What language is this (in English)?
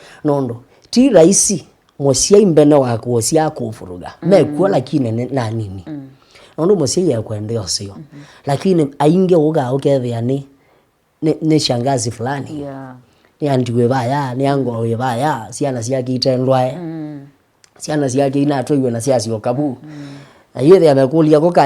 Kamba